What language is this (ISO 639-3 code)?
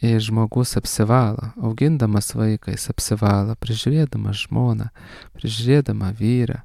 lit